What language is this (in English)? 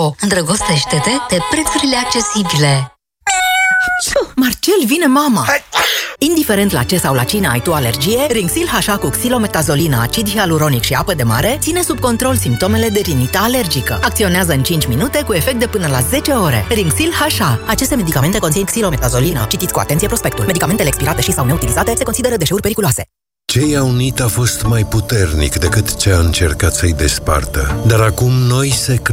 Romanian